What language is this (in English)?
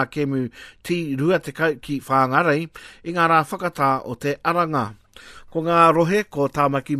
Māori